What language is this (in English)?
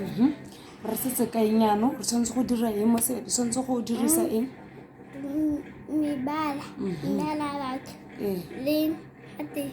Tswana